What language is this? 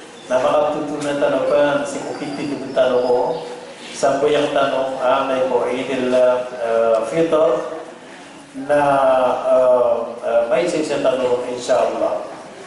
Maranao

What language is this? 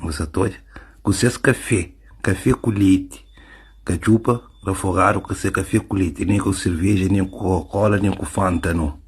Kabuverdianu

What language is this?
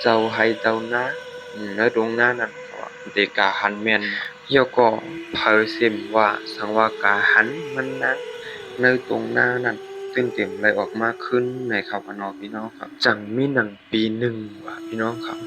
Shan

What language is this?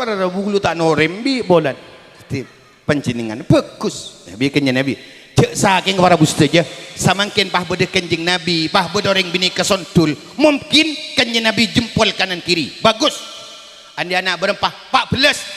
Madurese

